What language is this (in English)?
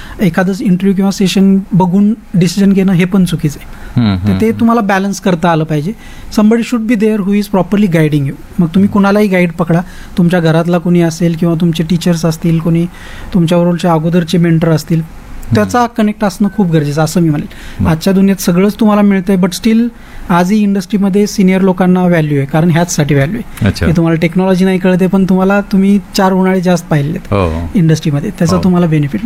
Marathi